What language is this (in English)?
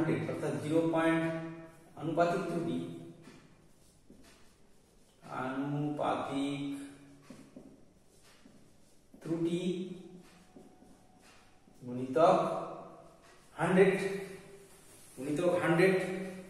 Bangla